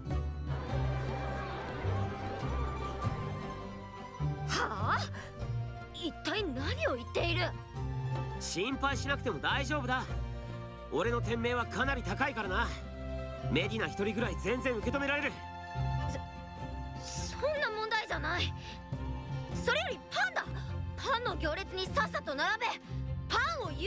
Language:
Japanese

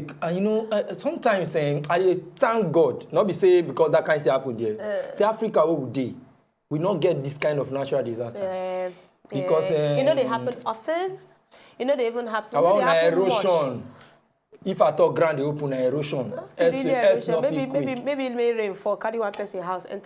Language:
Nigerian Pidgin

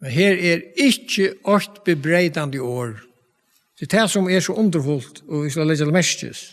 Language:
Faroese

